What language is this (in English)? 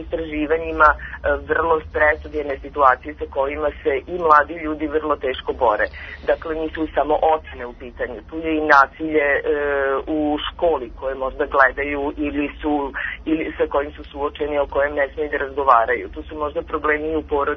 Serbian